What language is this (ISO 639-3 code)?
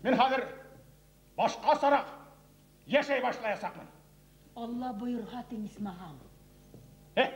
bak